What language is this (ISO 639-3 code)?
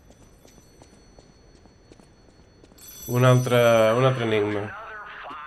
cat